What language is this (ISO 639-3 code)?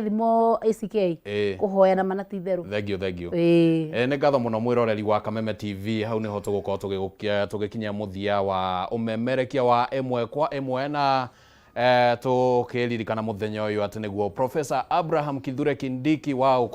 kik